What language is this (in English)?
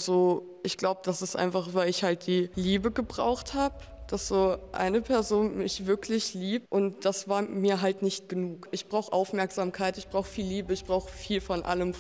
German